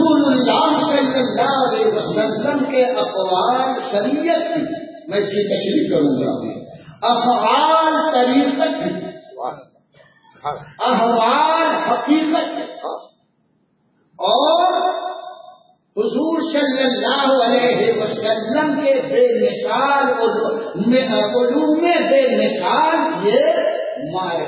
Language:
Urdu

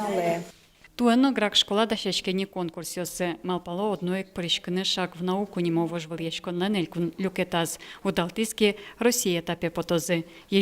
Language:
Udmurt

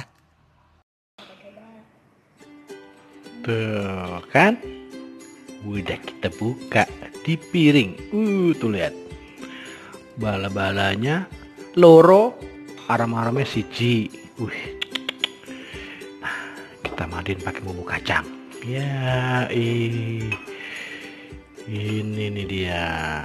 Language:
Indonesian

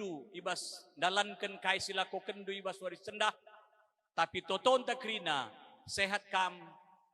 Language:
Batak Karo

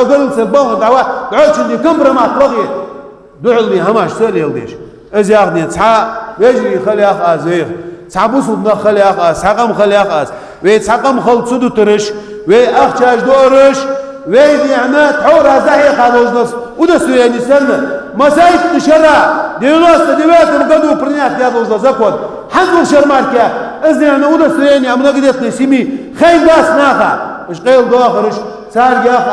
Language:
Ingush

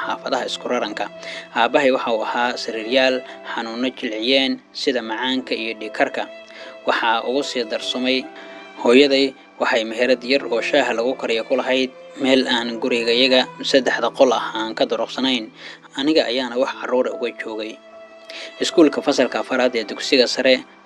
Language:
Somali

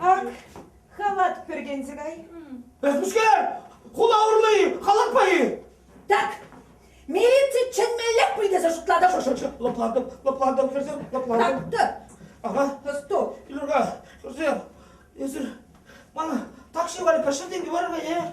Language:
Chuvash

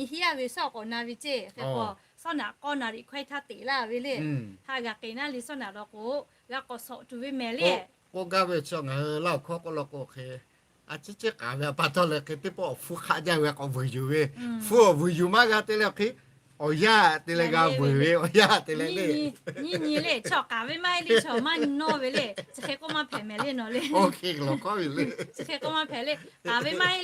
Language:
Lahu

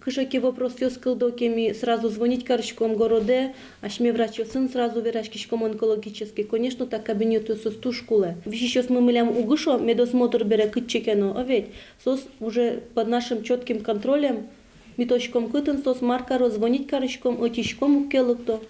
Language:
Udmurt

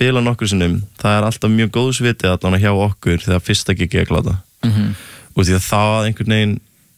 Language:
Icelandic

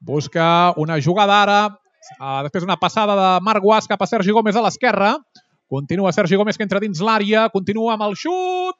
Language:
Catalan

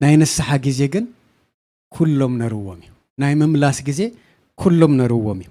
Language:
Tigrinya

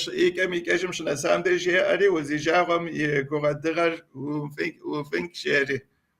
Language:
Kabardian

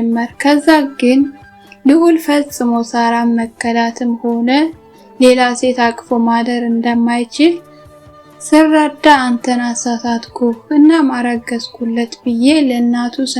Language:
Amharic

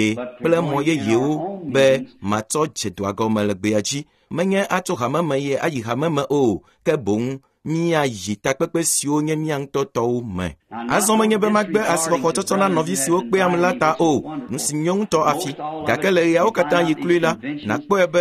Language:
Ewe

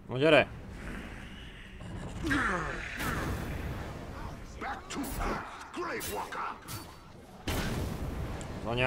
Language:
Hungarian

